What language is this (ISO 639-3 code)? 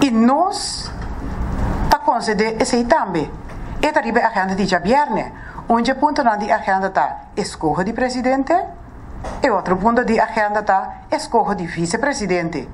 pap